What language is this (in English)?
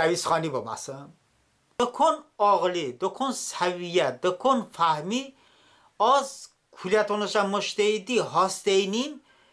Talysh